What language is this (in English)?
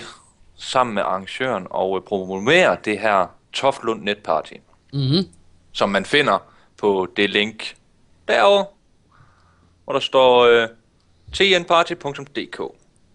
Danish